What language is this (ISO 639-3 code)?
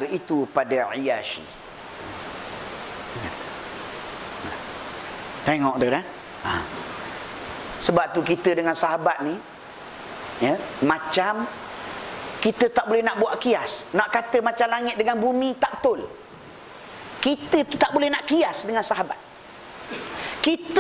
msa